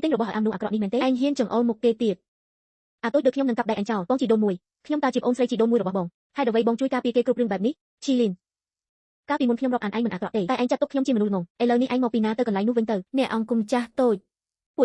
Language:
Khmer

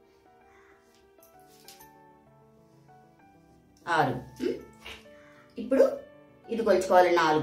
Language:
Telugu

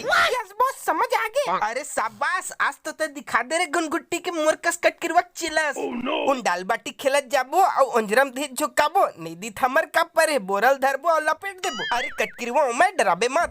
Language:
Chhattisgarhi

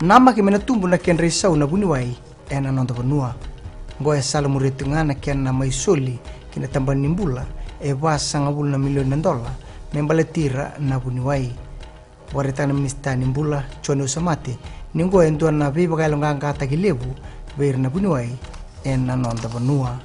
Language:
Fijian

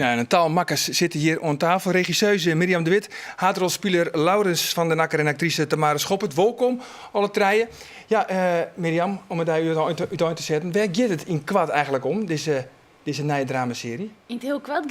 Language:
Western Frisian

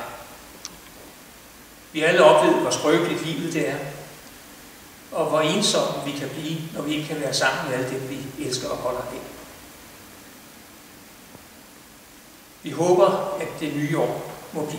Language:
Danish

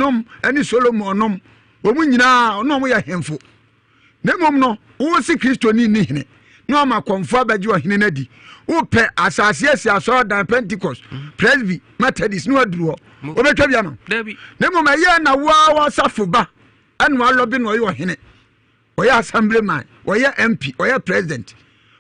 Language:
Akan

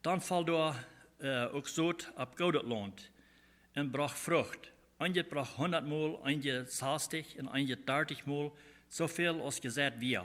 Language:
Plautdietsch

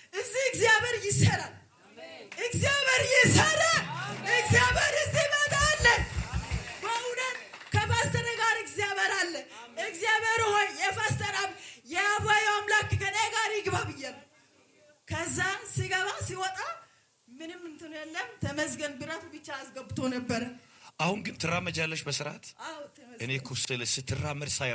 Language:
Amharic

